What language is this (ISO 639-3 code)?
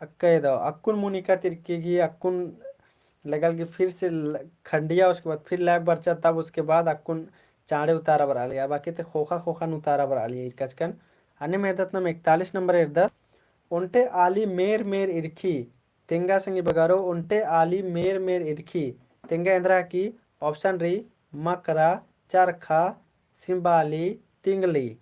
kru